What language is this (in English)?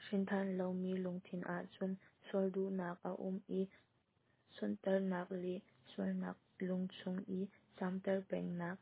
Hakha Chin